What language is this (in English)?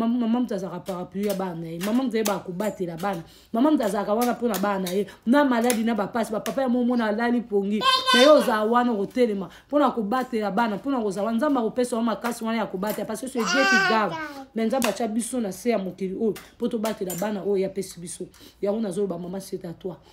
Lingala